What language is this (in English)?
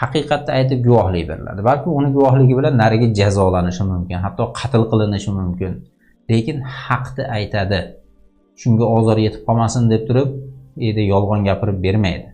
Uzbek